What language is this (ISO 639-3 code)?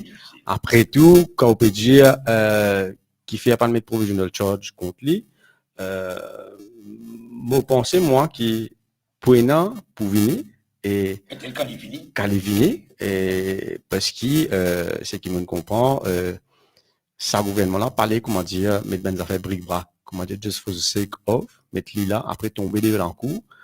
mfe